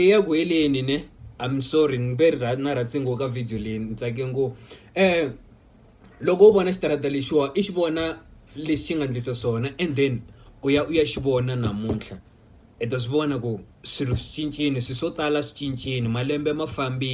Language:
Tsonga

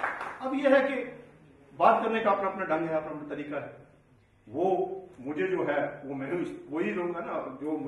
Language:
Urdu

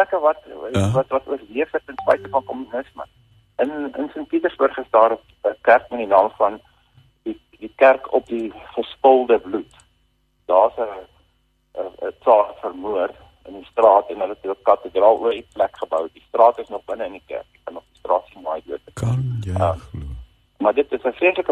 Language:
Afrikaans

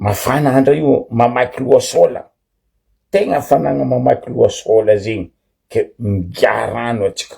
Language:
Malagasy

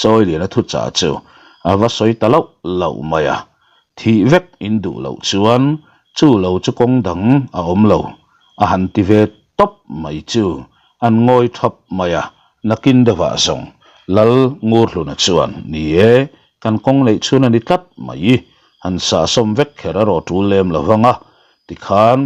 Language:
Mizo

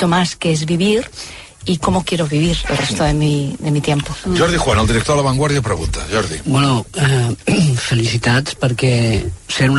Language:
Catalan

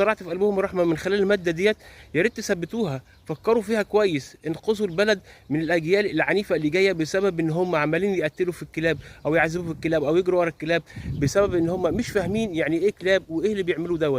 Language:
Egyptian Arabic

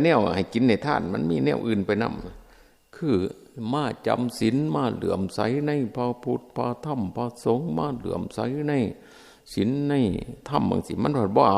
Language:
Northeastern Thai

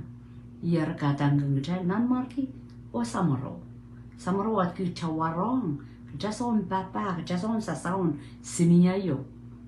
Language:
Pohnpeian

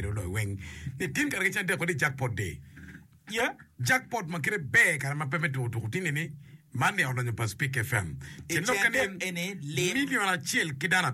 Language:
Acoli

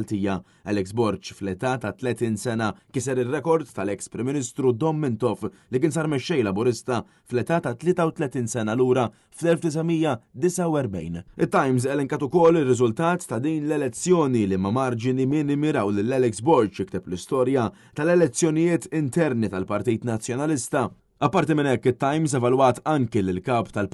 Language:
Maltese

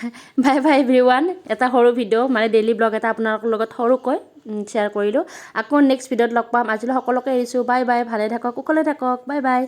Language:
Assamese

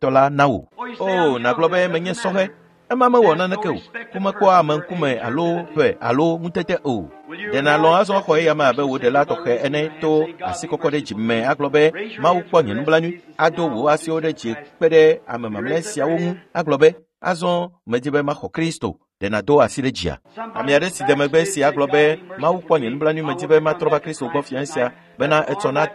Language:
Ewe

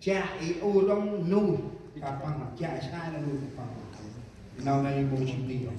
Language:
Central Mnong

